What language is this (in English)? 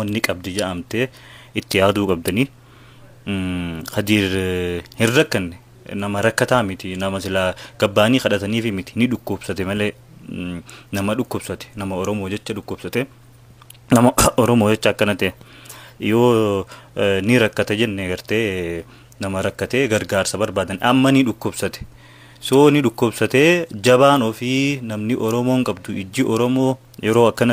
Oromo